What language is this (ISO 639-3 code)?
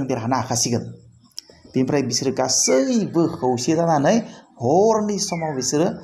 brx